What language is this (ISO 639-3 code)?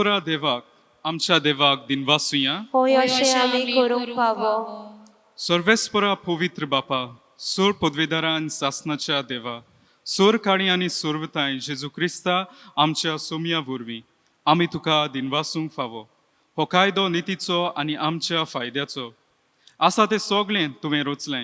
kok